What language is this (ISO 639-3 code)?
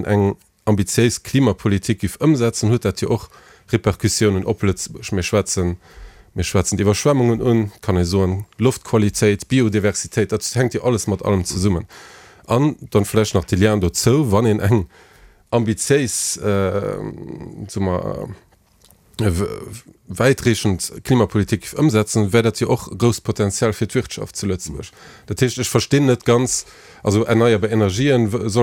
ltz